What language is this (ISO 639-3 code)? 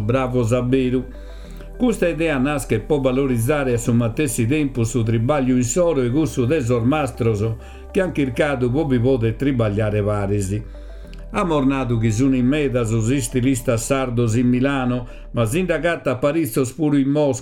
srd